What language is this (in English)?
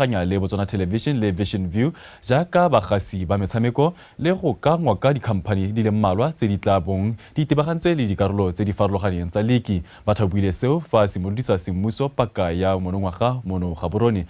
Tswana